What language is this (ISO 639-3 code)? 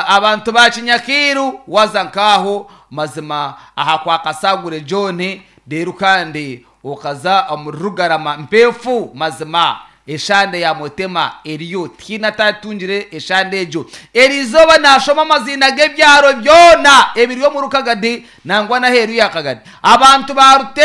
nyn